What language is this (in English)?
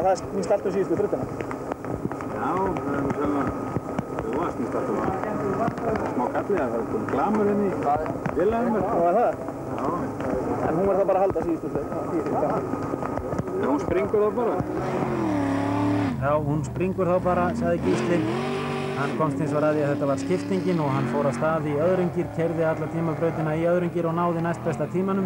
Icelandic